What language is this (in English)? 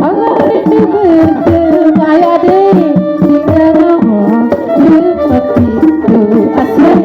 Banjar